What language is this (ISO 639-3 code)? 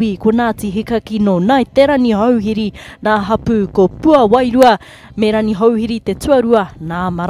mri